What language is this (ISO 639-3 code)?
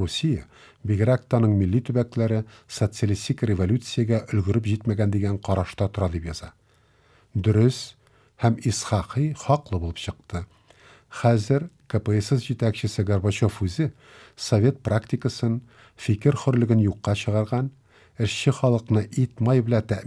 tat